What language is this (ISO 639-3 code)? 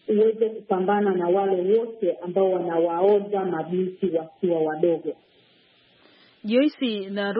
swa